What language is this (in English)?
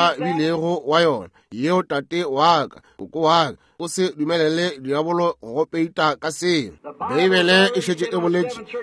Northern Sotho